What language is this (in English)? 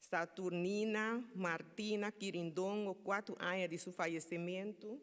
Papiamento